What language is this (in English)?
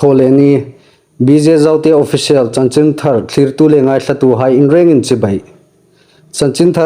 Hmar